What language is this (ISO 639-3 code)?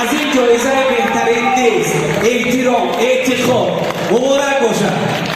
tgk